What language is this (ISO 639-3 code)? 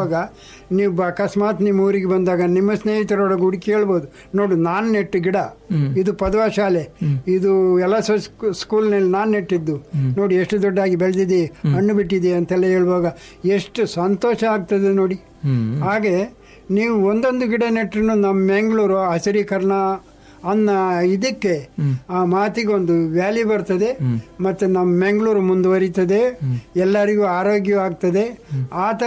kan